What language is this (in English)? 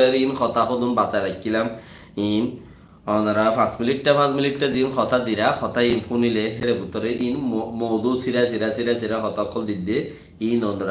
Rohingya